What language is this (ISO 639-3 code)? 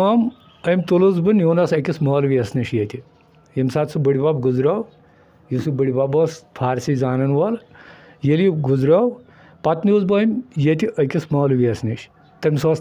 kas